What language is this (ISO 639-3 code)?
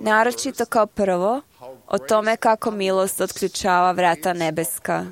hrv